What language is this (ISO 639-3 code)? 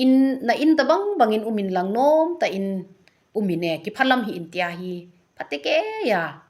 tcz